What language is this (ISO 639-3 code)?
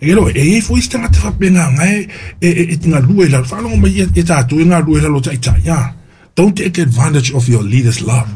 smo